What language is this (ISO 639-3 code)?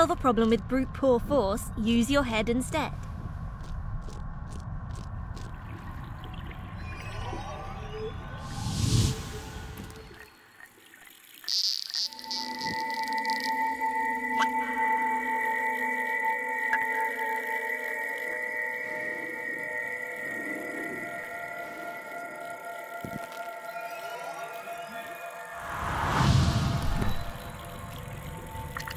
eng